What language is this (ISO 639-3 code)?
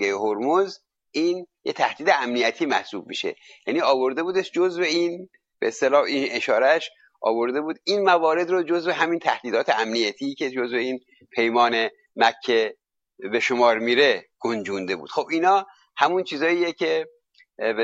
fas